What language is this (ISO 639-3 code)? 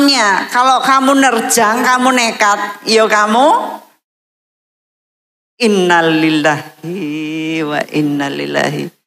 ind